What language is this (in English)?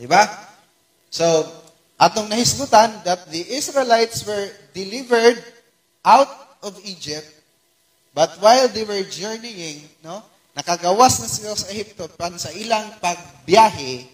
Cebuano